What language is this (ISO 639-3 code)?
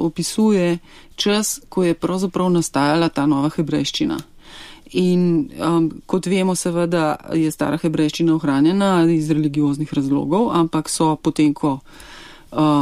slv